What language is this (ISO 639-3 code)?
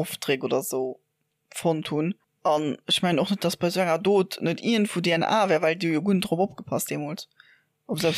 ltz